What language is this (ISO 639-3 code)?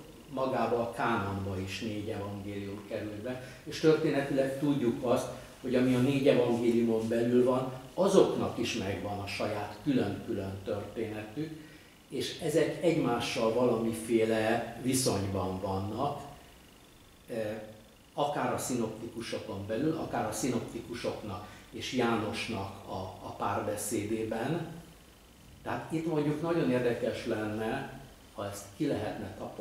hun